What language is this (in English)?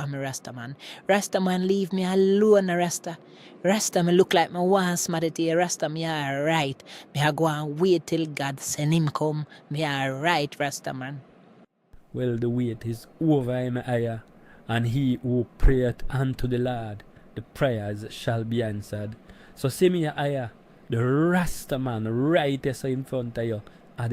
Jamaican Creole English